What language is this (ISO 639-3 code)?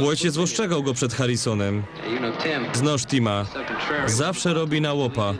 szl